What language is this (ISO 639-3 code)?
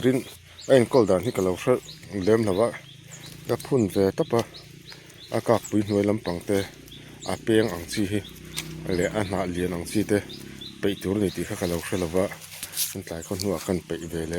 lus